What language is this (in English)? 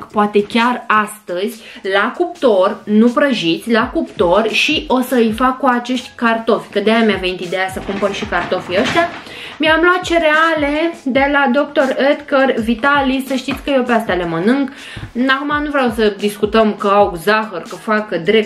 Romanian